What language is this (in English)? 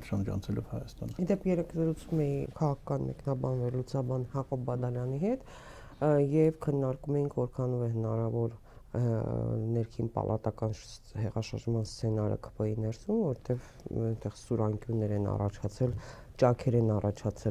Armenian